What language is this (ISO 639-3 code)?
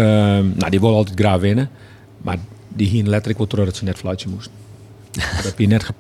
fry